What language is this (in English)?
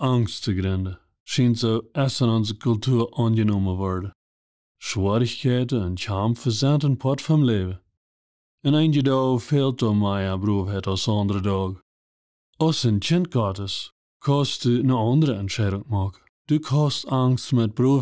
Plautdietsch